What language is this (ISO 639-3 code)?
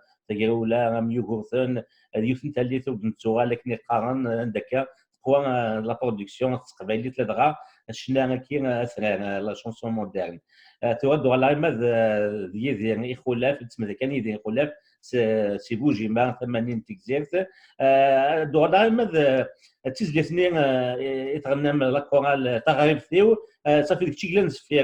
kab